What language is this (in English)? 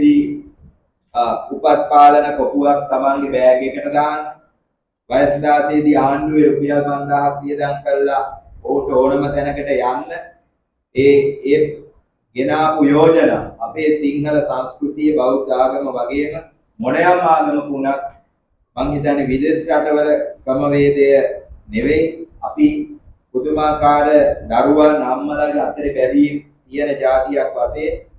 Sinhala